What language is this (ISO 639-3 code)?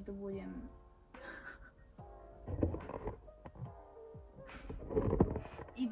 slk